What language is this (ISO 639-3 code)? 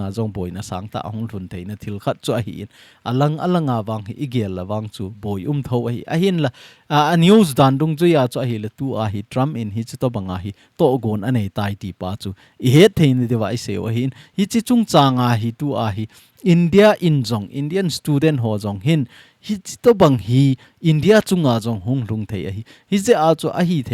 tcz